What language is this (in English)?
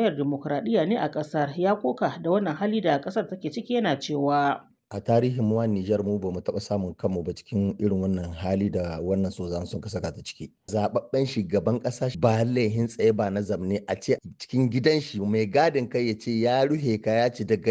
Hausa